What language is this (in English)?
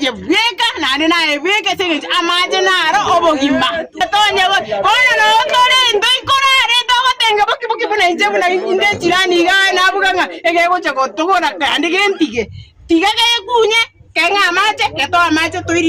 Gusii